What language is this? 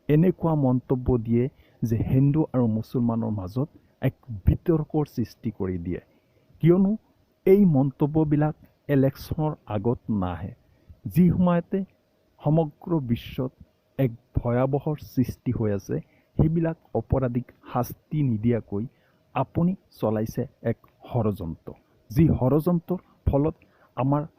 Assamese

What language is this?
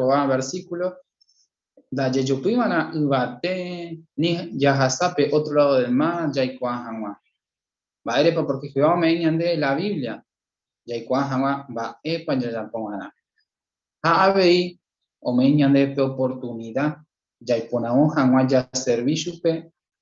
Guarani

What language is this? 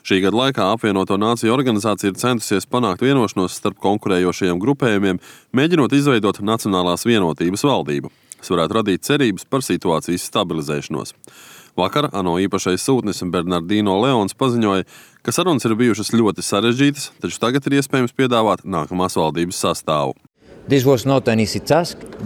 Latvian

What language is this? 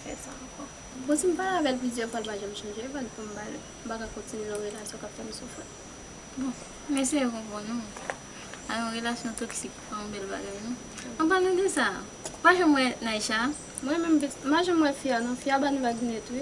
Haitian Creole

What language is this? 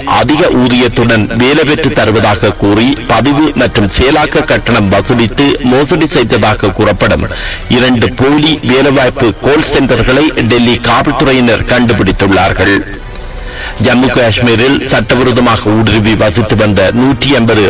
Tamil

